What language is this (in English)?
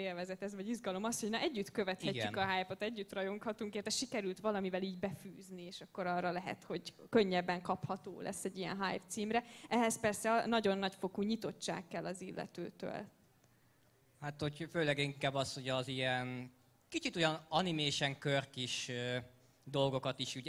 Hungarian